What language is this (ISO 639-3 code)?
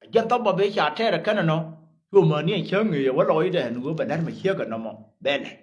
nus